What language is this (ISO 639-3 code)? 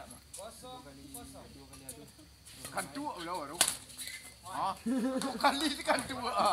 min